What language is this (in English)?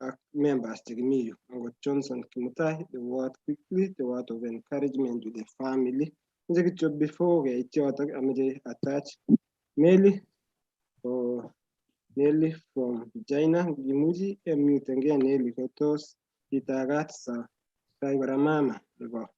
Kalenjin